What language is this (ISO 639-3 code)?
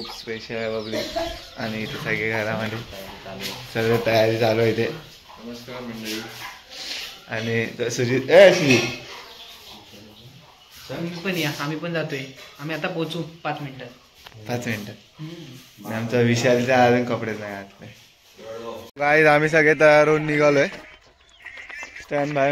mar